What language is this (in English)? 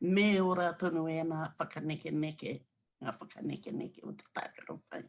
Māori